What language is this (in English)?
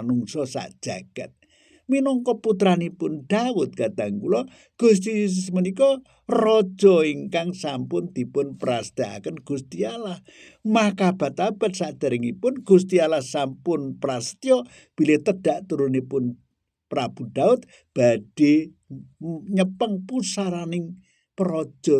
Javanese